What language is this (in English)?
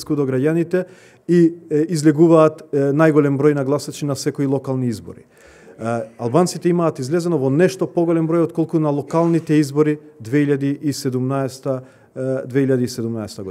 Macedonian